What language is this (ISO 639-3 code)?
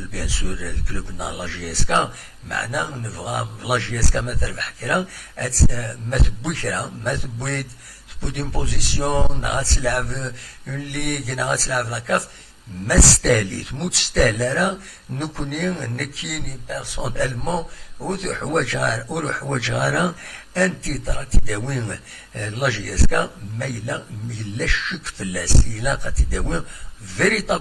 kab